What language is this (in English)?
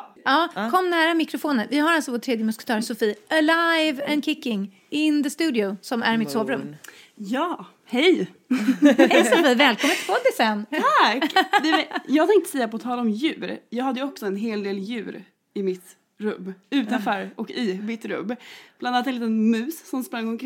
Swedish